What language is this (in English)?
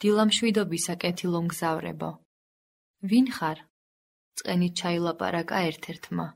Georgian